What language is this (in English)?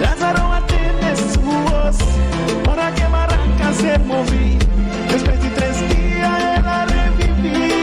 Papiamento